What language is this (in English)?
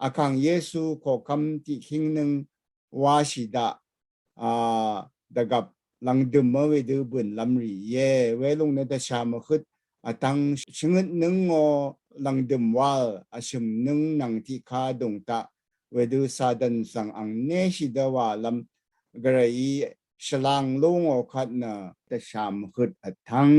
Rawang